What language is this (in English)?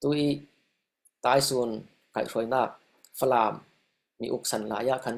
Falam Chin